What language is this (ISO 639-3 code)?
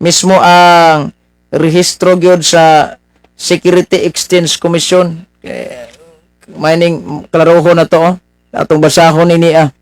ceb